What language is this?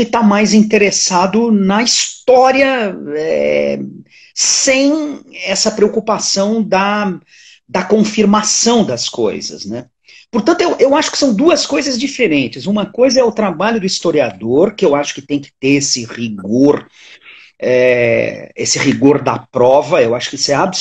Portuguese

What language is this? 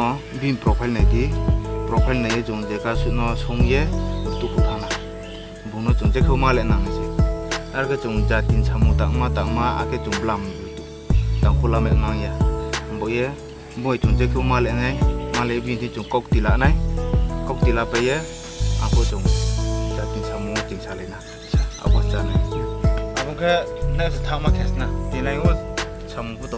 Riang (India)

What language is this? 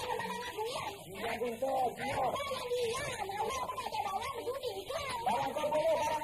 Malay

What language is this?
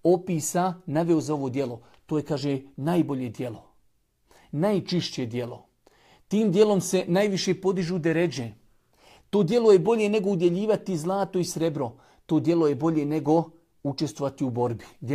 Bosnian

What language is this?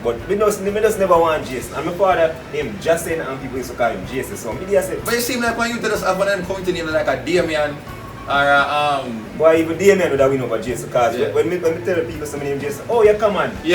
Jamaican Creole English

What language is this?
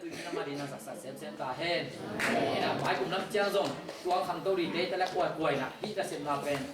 Tedim Chin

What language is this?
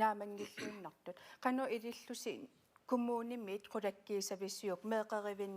Kalaallisut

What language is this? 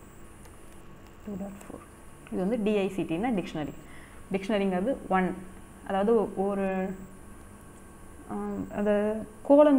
Tamil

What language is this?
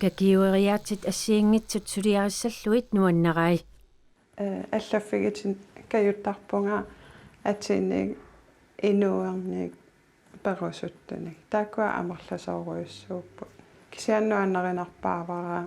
Kalaallisut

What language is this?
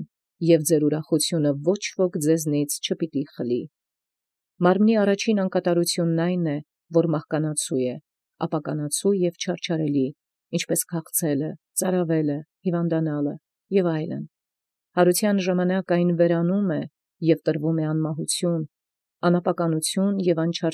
Armenian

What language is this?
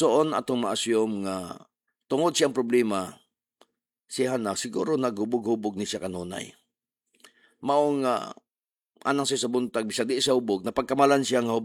Cebuano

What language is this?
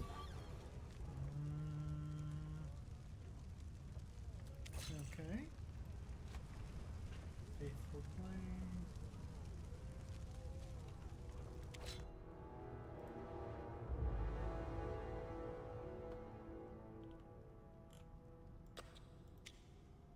English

